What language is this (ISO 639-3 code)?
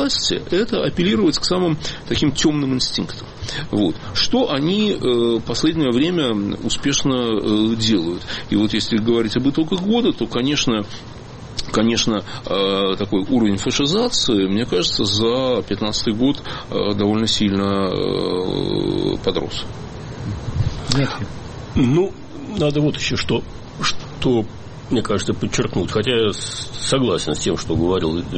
rus